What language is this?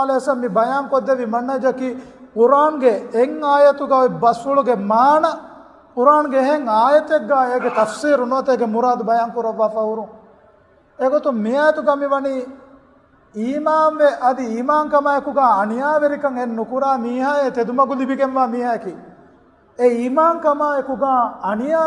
Divehi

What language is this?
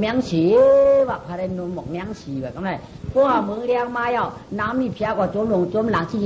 Shan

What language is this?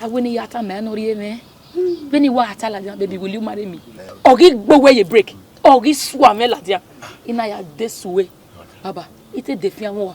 Bini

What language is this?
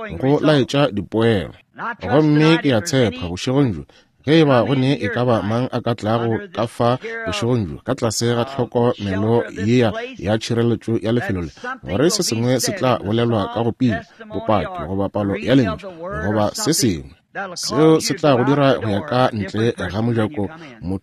Northern Sotho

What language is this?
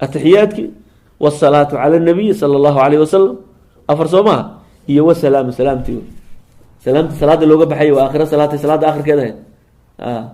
Somali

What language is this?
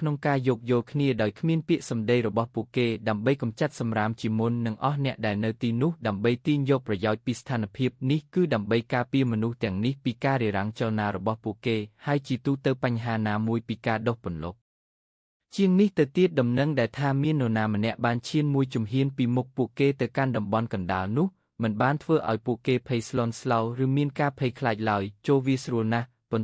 Khmer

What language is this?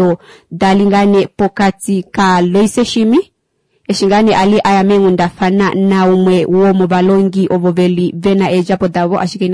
Kuanyama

